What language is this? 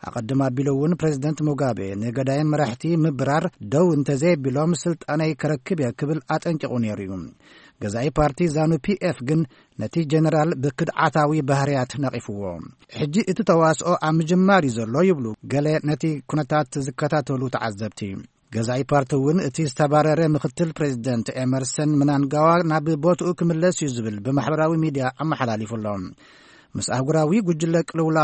Tigrinya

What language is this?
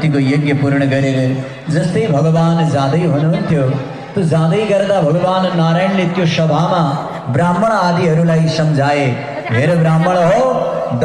Nepali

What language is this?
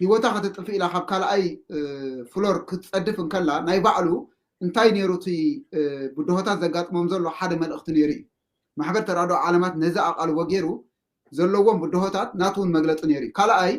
Tigrinya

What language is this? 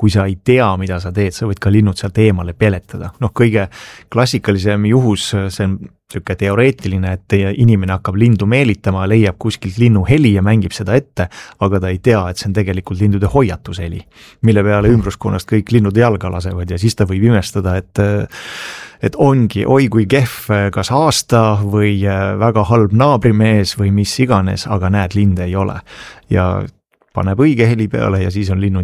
Estonian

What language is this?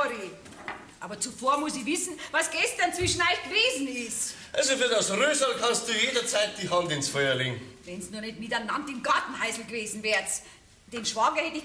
Bavarian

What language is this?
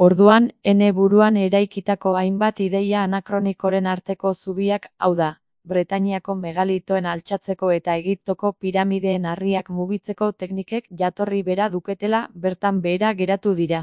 Basque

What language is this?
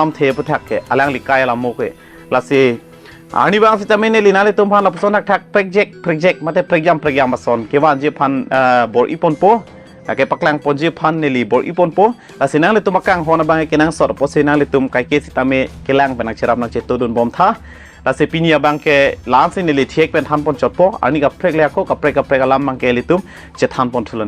Karbi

